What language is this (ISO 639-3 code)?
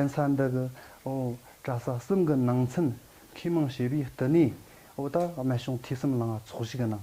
bod